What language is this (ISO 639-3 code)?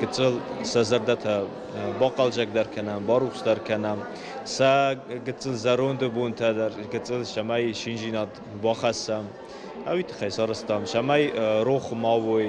oss